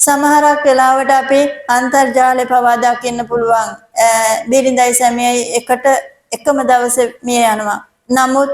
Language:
Sinhala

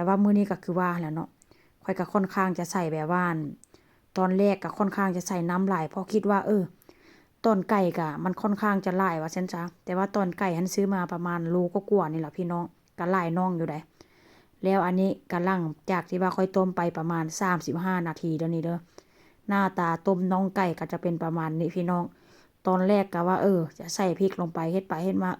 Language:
Northeastern Thai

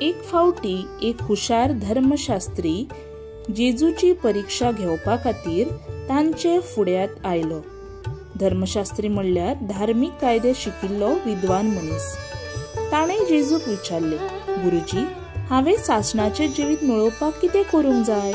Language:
Konkani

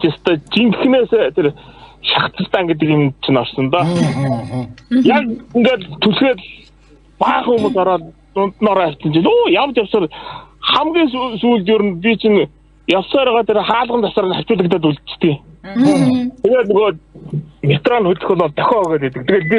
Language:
Mongolian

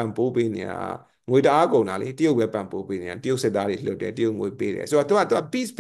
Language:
Burmese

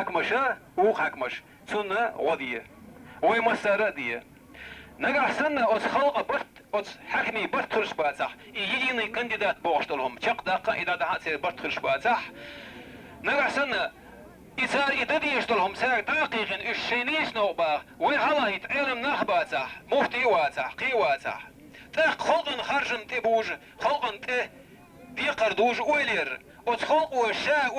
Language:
Chechen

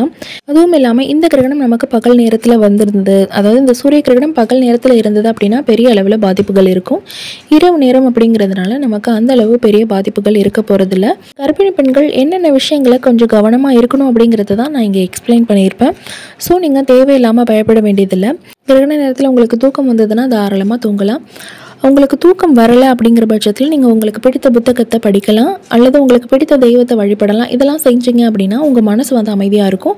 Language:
Tamil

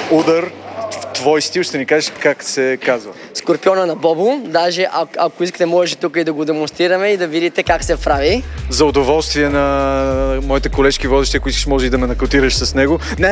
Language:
Bulgarian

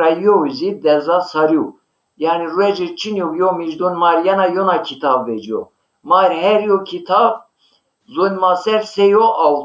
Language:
Zaza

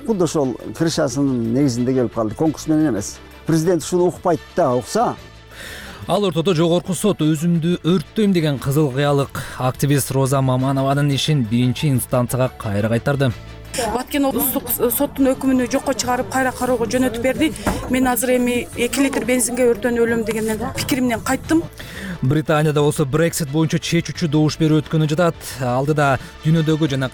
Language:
Kyrgyz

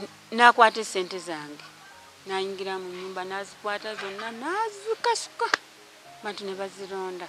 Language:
Ganda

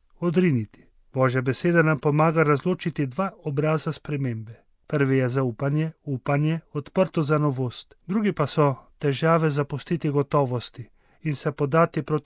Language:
Slovenian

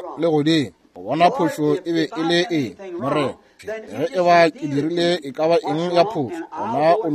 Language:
Northern Sotho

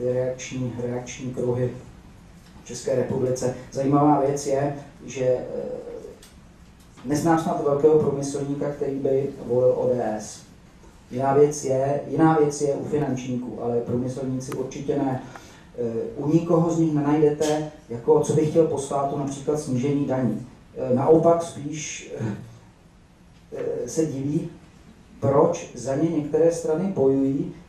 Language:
Czech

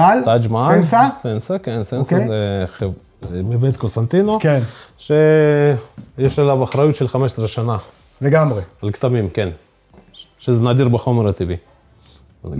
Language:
Hebrew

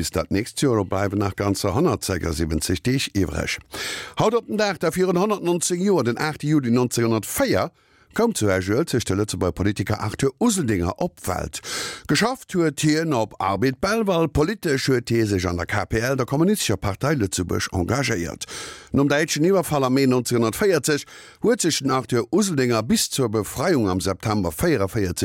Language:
Luxembourgish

